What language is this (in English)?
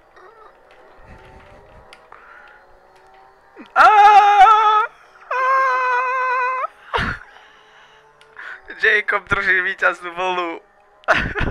Slovak